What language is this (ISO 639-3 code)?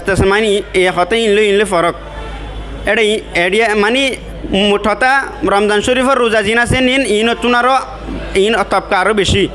rhg